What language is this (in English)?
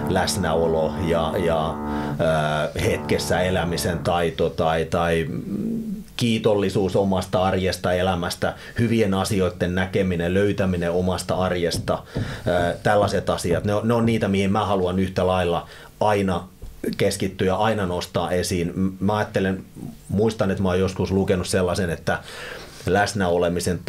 Finnish